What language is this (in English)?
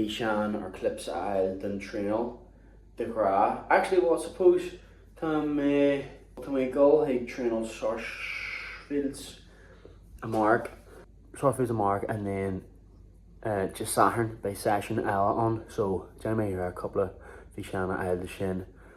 Irish